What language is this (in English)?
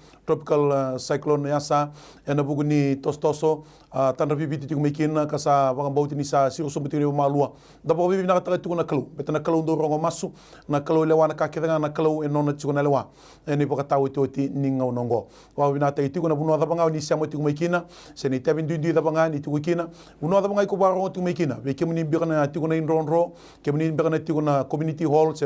Fijian